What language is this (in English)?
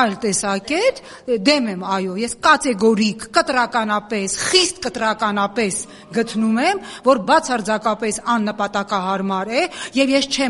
Armenian